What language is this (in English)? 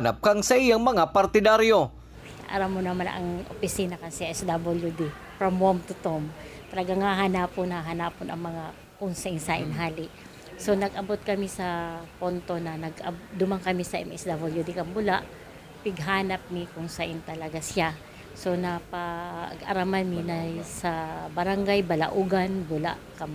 Bikol